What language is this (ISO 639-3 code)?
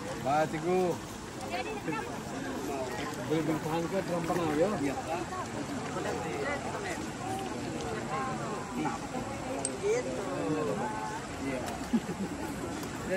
ind